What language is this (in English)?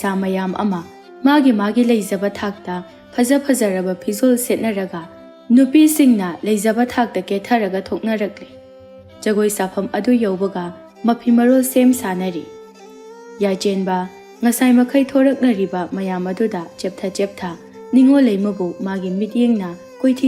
Manipuri